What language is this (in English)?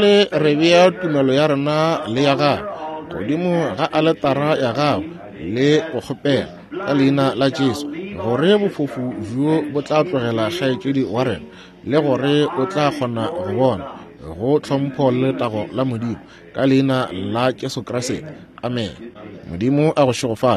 Northern Sotho